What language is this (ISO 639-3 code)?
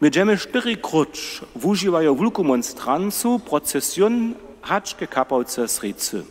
hsb